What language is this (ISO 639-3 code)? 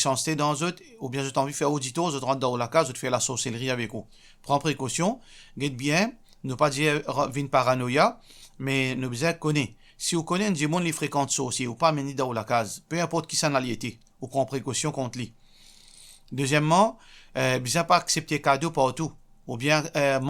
mfe